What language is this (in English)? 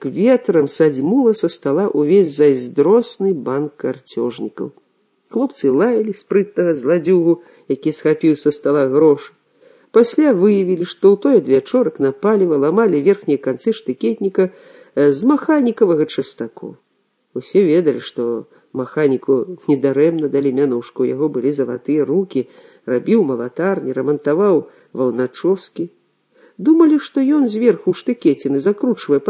Belarusian